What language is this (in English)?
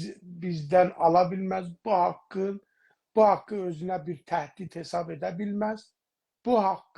South Azerbaijani